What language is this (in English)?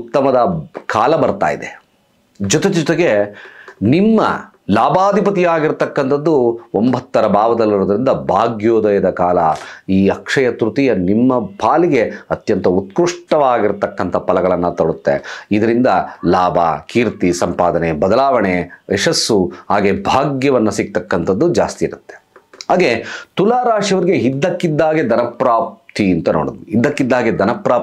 Kannada